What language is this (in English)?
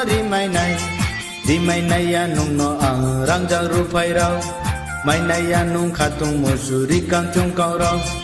Riang (India)